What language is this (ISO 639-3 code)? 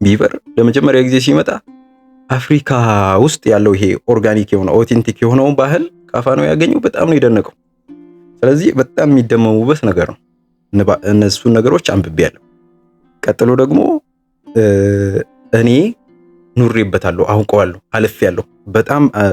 amh